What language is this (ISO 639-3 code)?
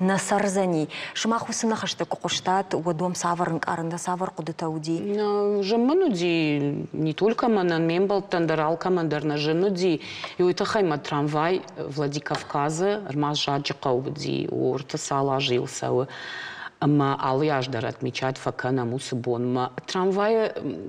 oss